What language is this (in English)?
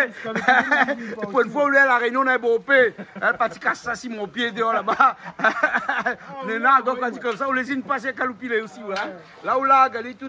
Réunion Creole French